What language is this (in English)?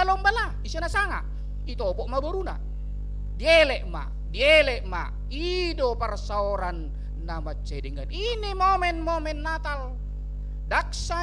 Batak Toba